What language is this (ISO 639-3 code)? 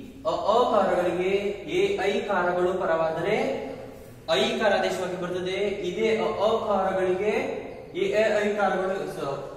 kan